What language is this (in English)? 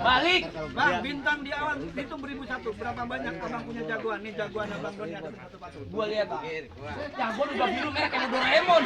Betawi